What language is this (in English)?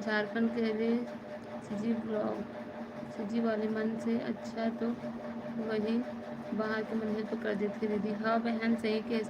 Chhattisgarhi